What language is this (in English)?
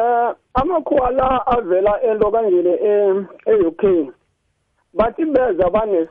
South Ndebele